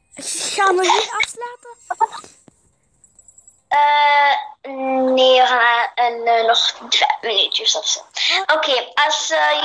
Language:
Dutch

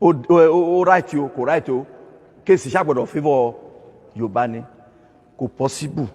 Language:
Yoruba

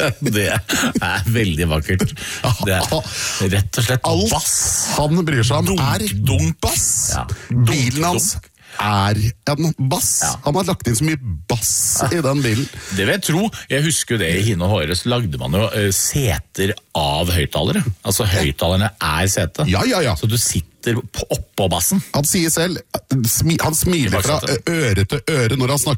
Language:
Norwegian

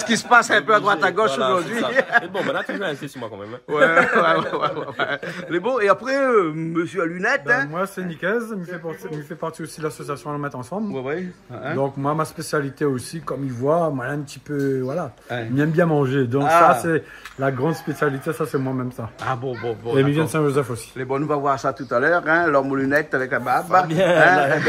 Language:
Réunion Creole French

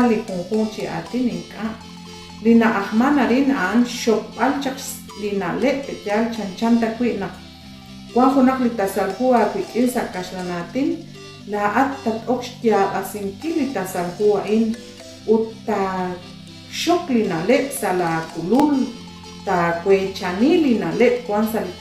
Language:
Kekchí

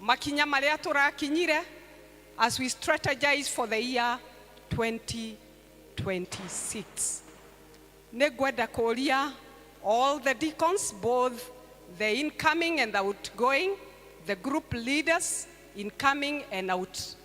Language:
Kikuyu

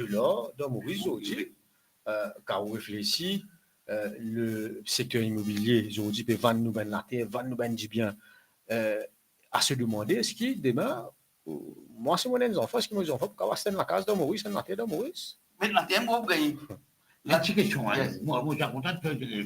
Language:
Morisyen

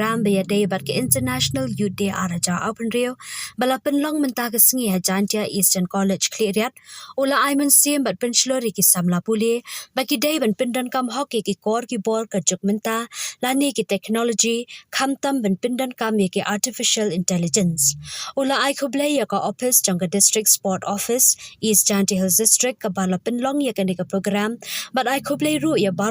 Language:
Khasi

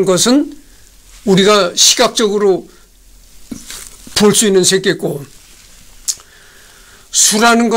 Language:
Korean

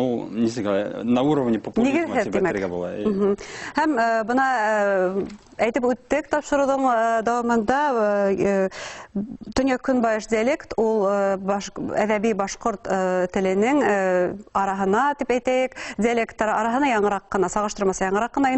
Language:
Bashkir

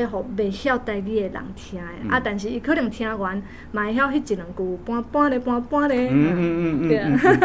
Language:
Min Nan Chinese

